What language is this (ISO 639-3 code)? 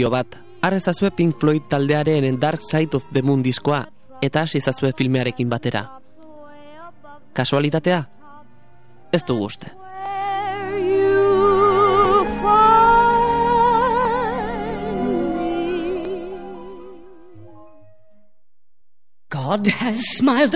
eus